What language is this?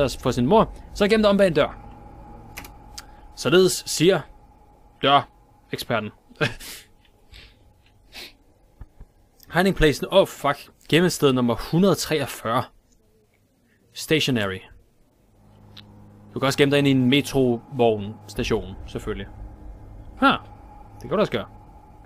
Danish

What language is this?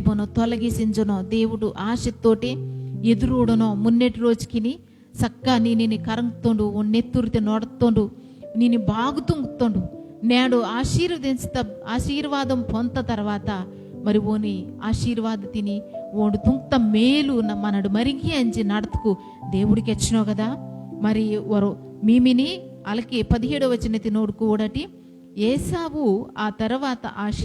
Koya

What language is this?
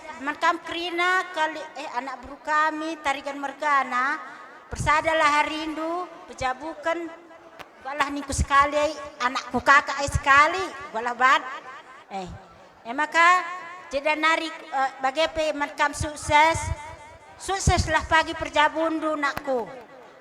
Batak Karo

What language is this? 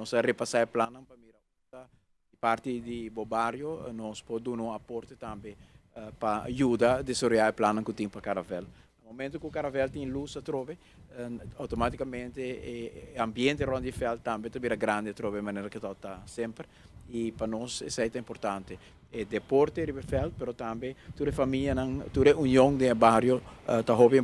Papiamento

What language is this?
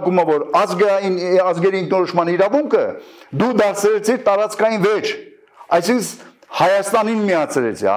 Armenian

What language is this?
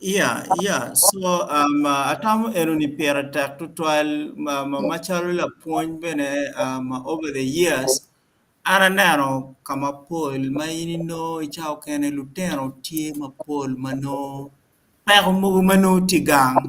Acoli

